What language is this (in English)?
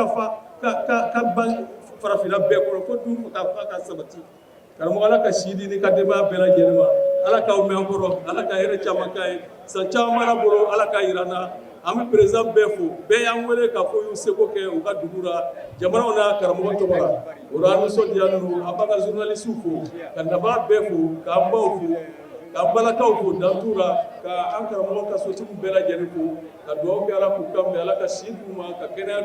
Bambara